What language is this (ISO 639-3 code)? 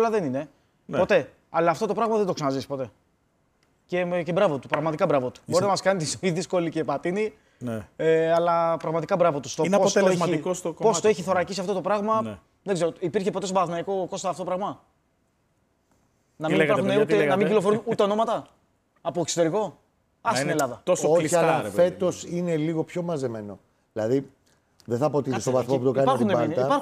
ell